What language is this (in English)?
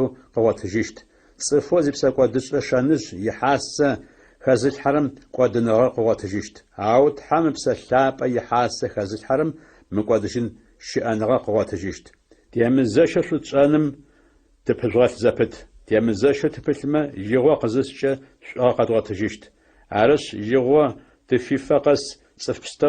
Adyghe